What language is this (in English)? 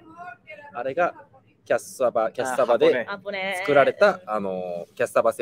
Japanese